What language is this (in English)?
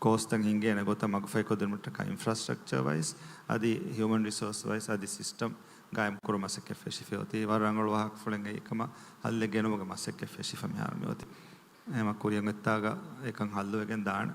Divehi